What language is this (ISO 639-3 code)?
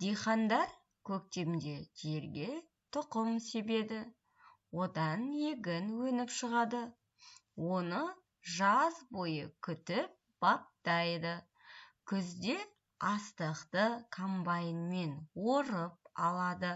kaz